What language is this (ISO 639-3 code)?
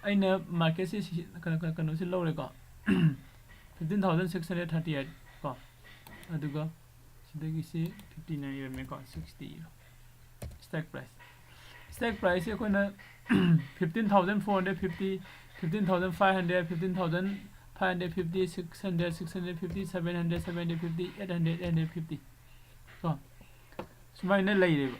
mni